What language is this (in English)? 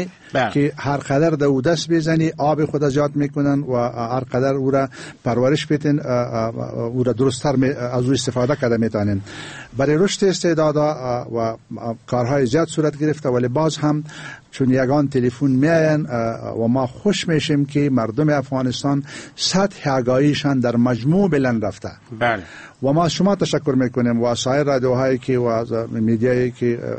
Persian